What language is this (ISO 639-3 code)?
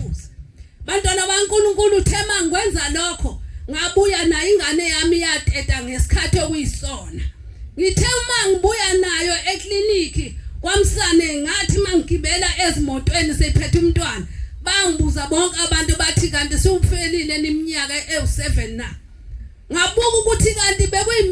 zul